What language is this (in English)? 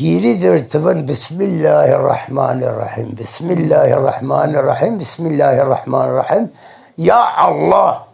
Zaza